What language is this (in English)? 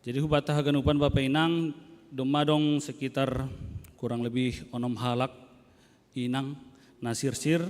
Batak Simalungun